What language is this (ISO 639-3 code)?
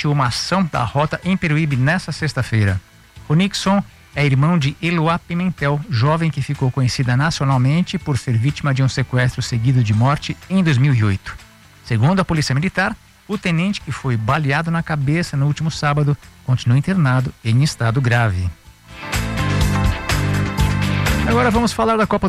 por